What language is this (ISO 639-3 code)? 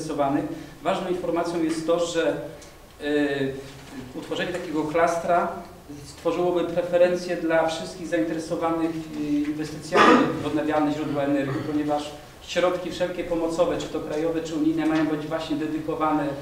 pol